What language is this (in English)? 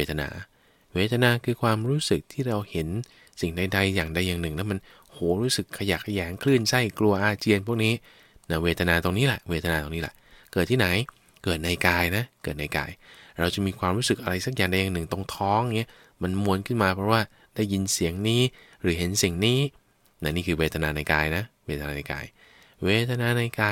Thai